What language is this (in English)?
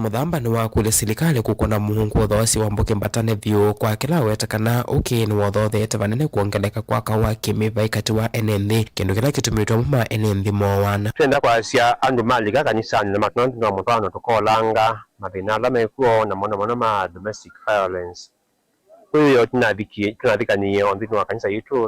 Kamba